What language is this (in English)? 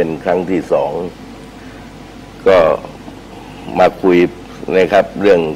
Thai